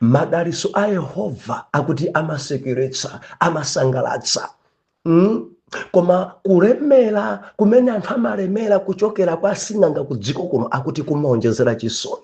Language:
Nyanja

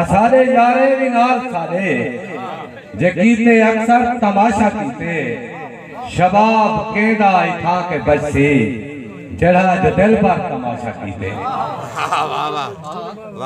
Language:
Saraiki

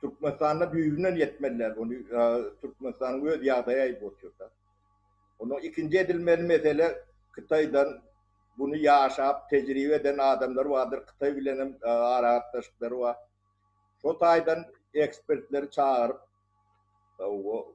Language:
Turkmen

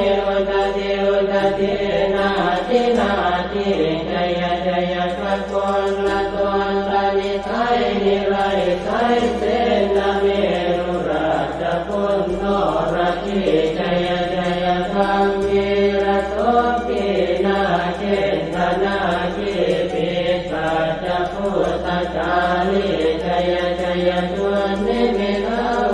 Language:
Pali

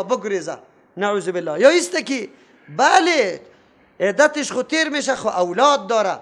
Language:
Persian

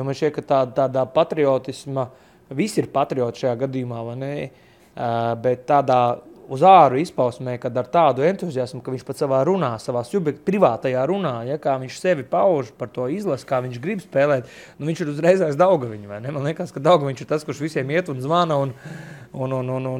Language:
Latvian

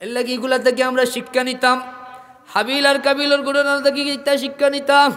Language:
Sylheti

